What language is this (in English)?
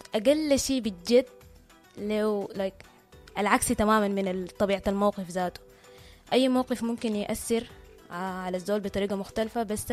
Sudanese Arabic